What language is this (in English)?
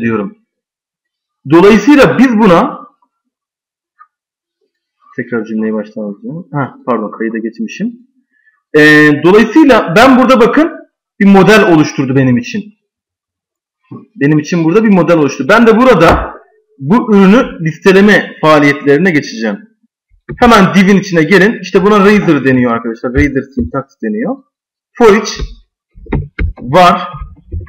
Turkish